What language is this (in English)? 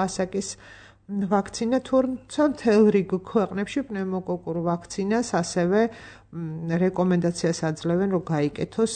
Georgian